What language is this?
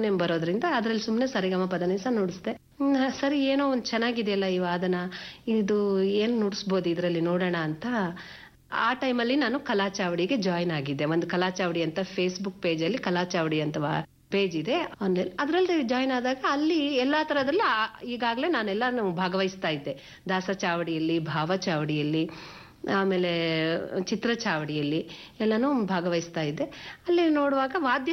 Kannada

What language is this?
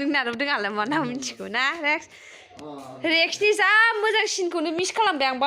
Bodo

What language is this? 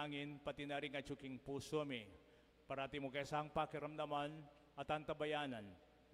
Pampanga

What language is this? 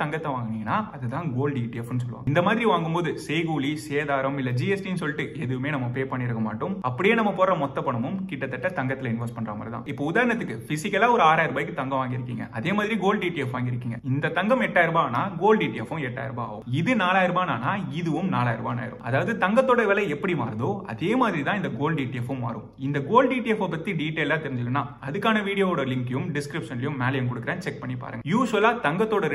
Tamil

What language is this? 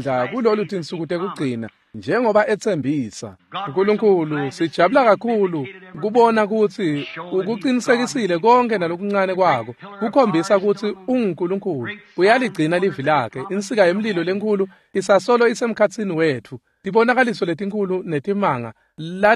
Swati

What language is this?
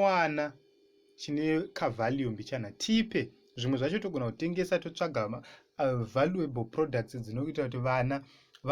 Shona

